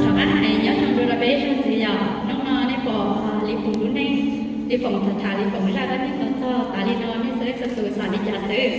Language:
Hmong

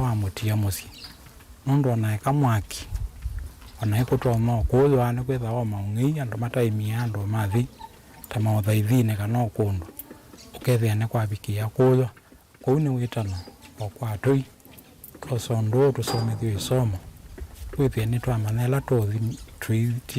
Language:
Kamba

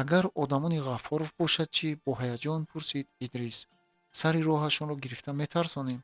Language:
Tajik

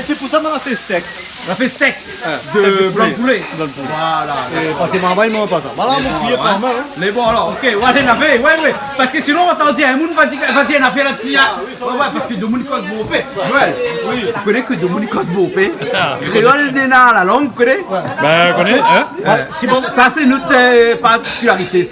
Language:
Réunion Creole French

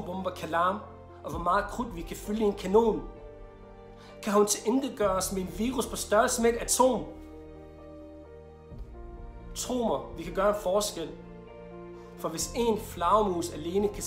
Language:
Danish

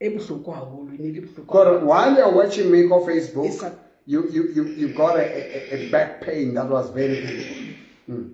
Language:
Southern Sotho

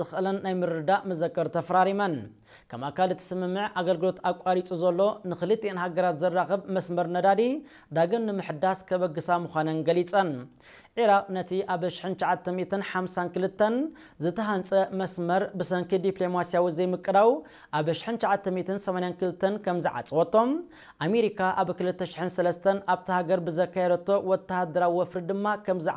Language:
Tigrinya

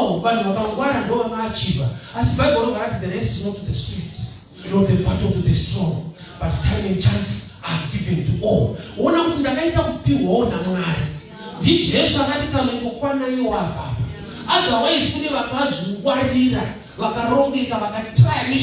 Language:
Shona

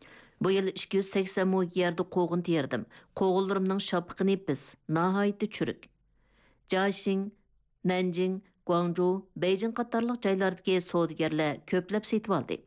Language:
Uyghur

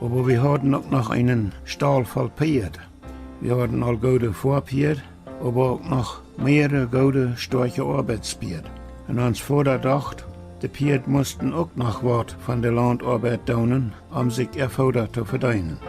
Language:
Plautdietsch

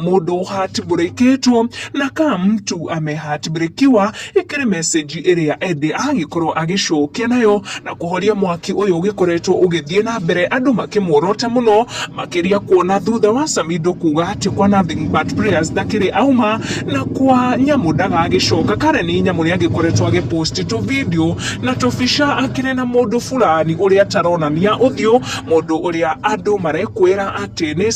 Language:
Kikuyu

